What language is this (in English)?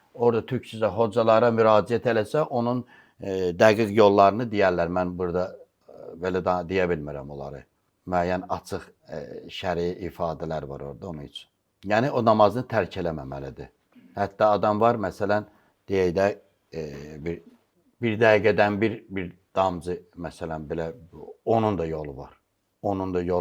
Azerbaijani